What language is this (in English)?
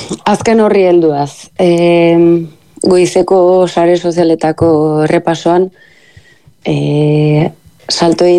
Basque